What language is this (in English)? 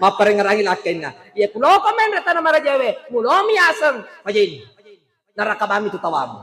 Buginese